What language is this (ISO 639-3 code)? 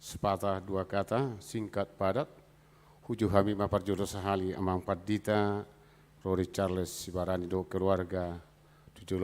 bbc